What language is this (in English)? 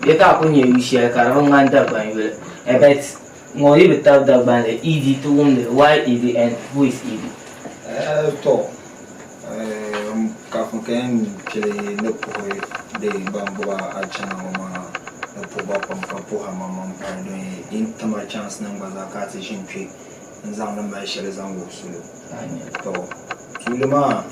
Dagbani